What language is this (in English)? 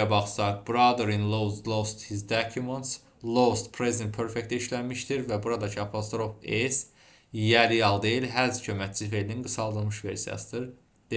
Azerbaijani